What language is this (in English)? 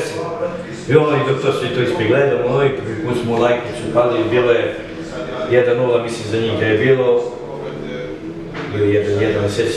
Serbian